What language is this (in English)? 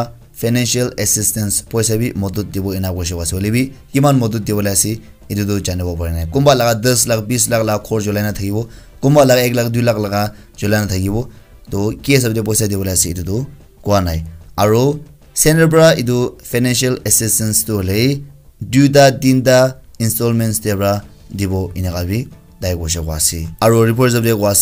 Naga Pidgin